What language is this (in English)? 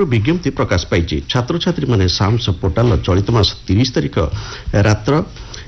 Odia